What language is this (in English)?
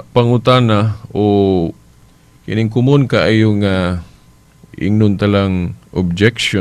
Cebuano